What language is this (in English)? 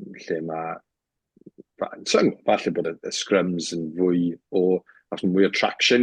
Welsh